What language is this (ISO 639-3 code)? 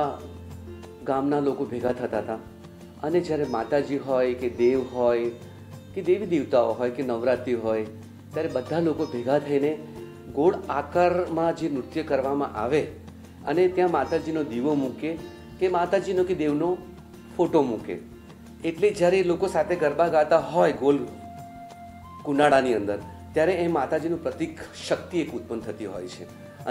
guj